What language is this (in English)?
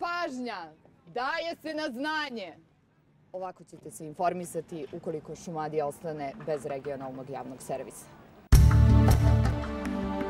Serbian